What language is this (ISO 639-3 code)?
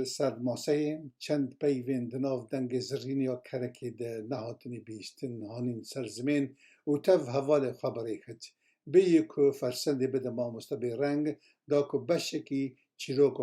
kur